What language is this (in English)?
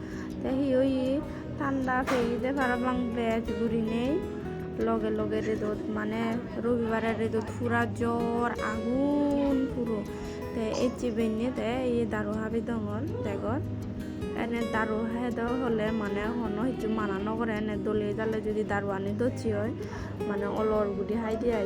Chakma